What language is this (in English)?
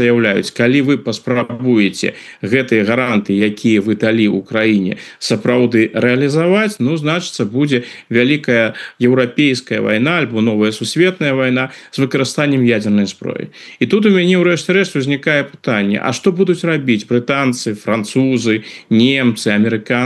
Belarusian